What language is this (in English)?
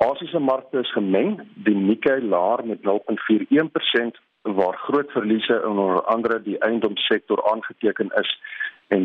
Afrikaans